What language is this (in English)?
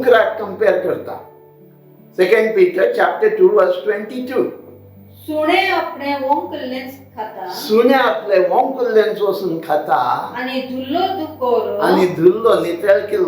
Konkani